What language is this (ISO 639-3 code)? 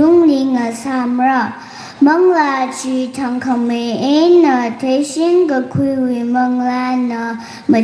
nmf